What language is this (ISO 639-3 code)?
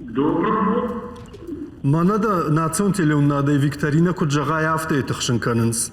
oss